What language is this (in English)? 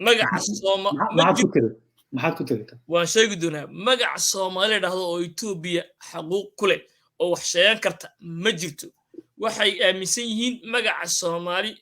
Somali